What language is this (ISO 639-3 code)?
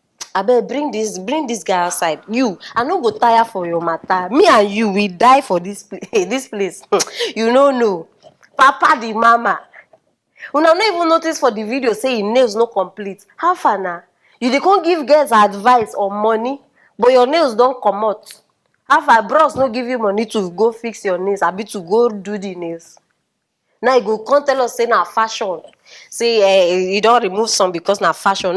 pcm